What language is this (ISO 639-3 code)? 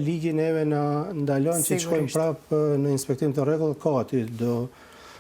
sqi